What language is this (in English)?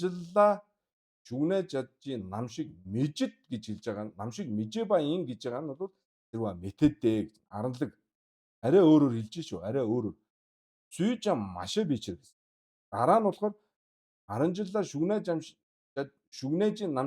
Mongolian